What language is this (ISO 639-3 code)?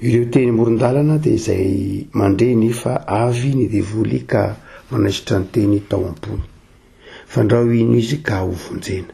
mlg